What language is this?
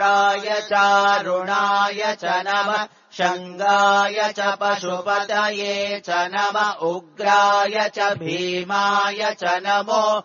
Sanskrit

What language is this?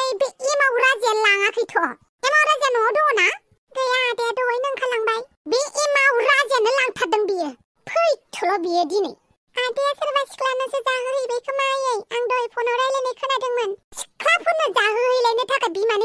Bodo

